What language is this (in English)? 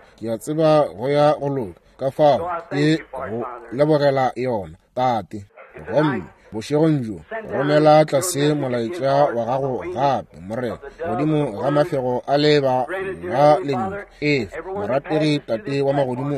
Northern Sotho